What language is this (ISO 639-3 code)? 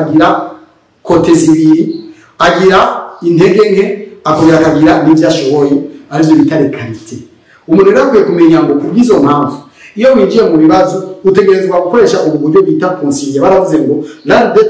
run